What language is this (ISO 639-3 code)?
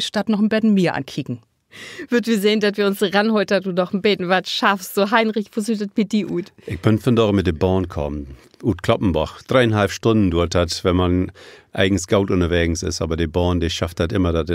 nds